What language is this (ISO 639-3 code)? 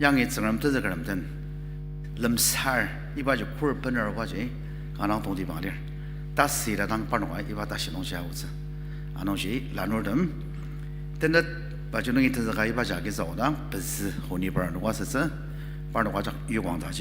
njo